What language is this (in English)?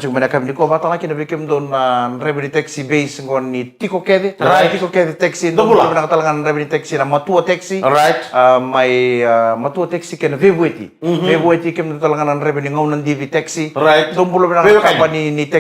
Fijian